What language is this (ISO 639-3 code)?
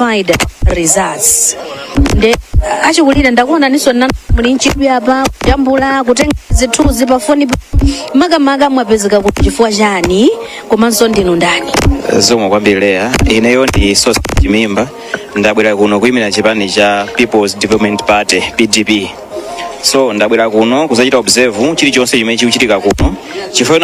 nya